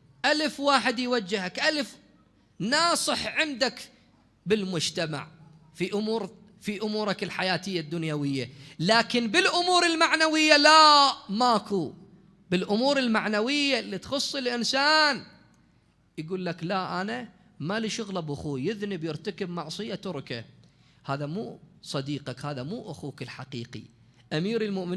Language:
Mesopotamian Arabic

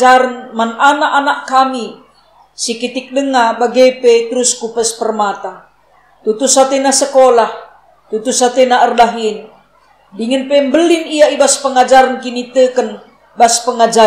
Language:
Batak Karo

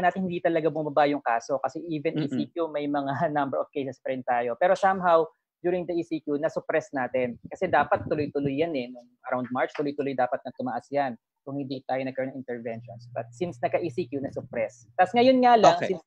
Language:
Filipino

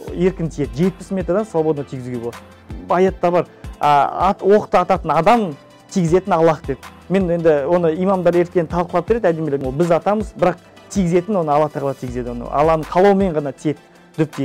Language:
Kazakh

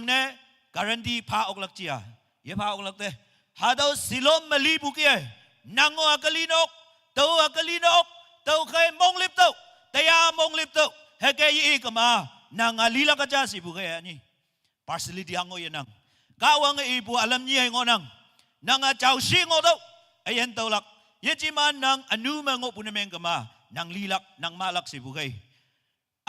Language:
Konyak Naga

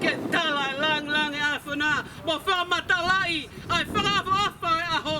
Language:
Tongan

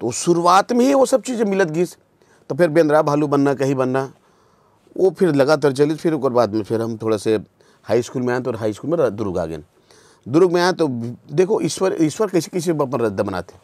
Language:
Chhattisgarhi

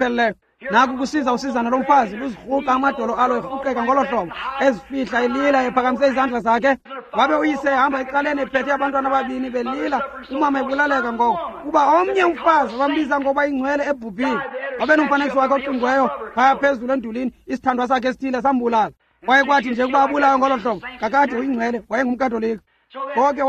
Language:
Xhosa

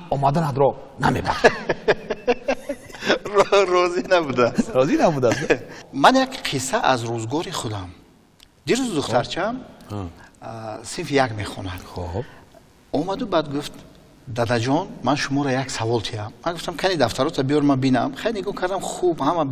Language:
Tajik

